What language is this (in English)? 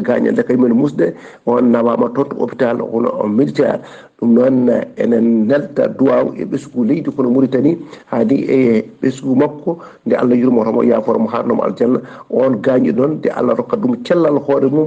Fula